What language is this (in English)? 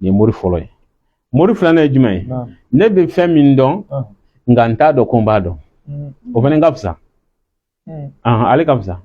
Bambara